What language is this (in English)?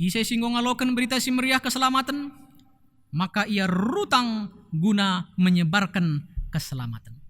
Batak Karo